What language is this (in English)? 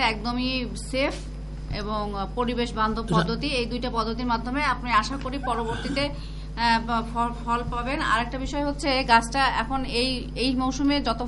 Bangla